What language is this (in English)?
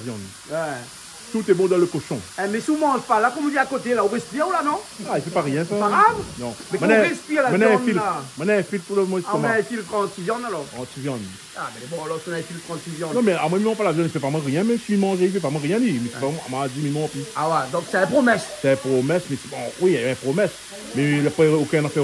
Réunion Creole French